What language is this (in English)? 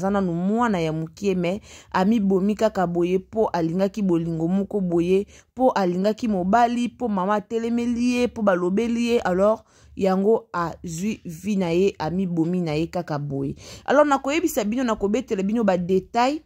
Lingala